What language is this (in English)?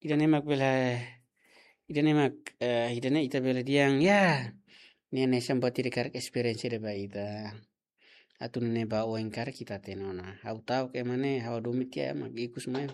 Tetum